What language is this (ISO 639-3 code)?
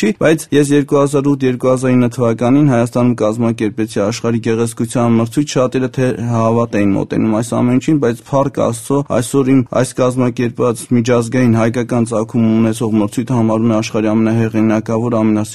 hye